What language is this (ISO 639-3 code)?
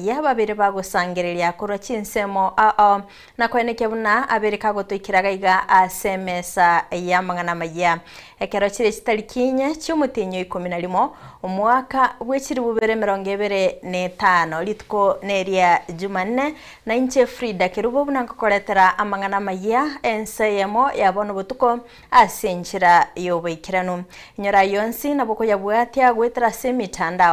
guz